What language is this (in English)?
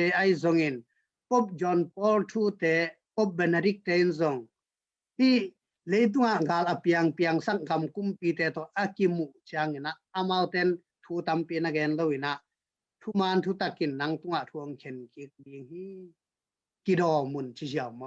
Tedim Chin